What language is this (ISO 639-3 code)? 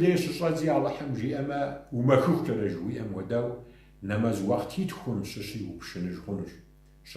kbd